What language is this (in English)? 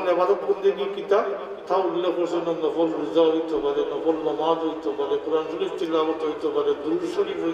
Sylheti